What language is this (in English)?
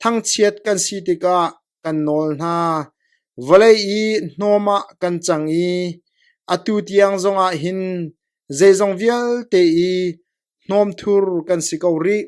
Hakha Chin